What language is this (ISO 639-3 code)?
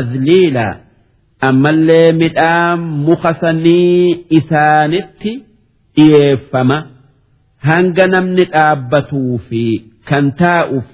orm